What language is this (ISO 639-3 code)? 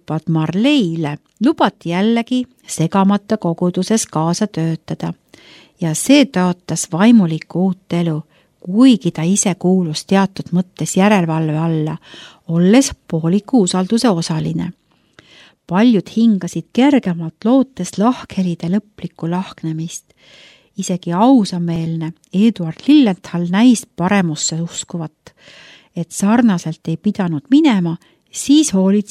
est